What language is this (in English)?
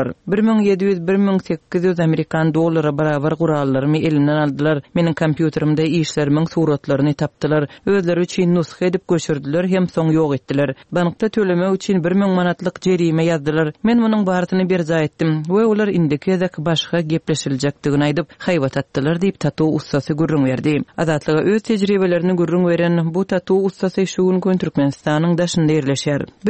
Turkmen